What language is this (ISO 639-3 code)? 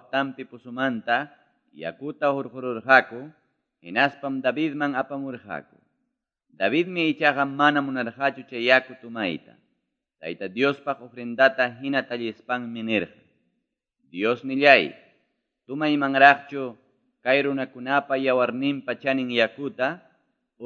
quy